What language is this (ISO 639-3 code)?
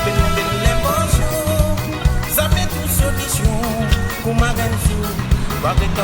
rcf